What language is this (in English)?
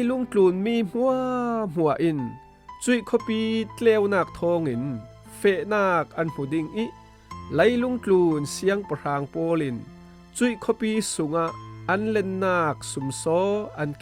Falam Chin